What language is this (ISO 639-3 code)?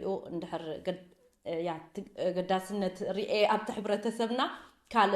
tir